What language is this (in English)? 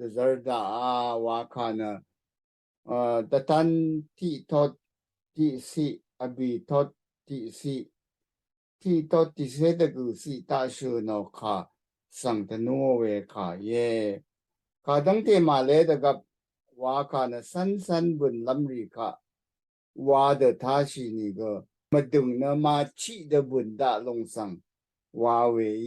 Rawang